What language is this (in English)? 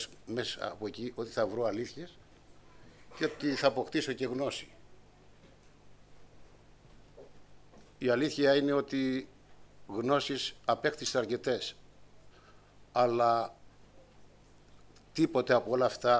Greek